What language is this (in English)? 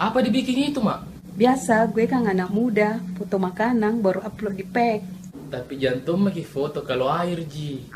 Makassar Malay